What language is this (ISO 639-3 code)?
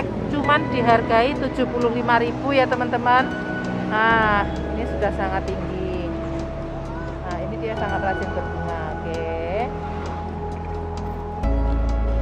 ind